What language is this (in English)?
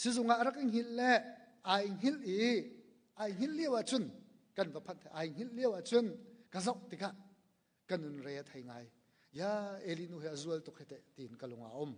Hakha Chin